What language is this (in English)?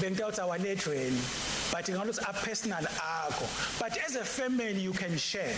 Swati